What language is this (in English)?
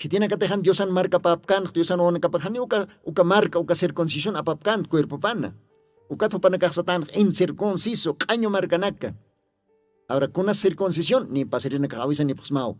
Aymara